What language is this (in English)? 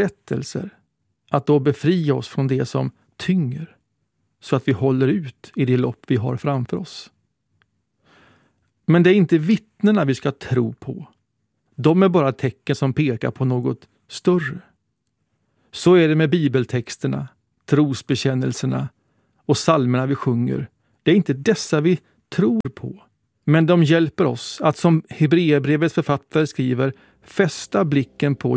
Swedish